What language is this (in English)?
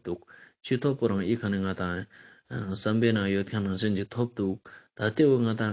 Ladakhi